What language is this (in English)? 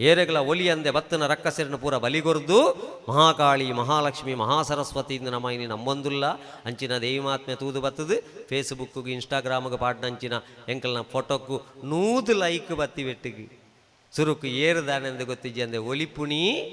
Tulu